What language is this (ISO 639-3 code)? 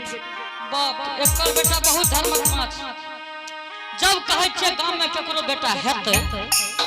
anp